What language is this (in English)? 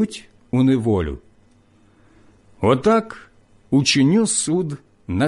Ukrainian